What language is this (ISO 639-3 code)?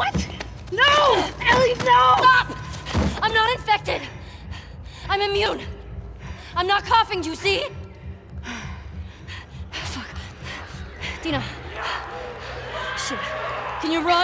eng